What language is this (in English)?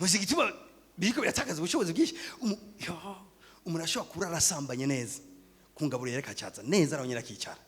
Rundi